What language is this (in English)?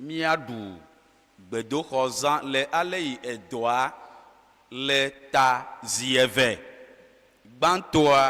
Ewe